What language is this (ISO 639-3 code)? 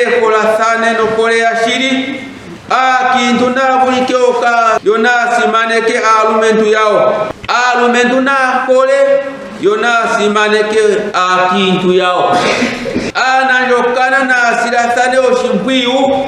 ndo